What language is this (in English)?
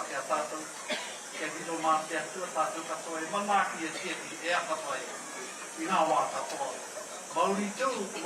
Māori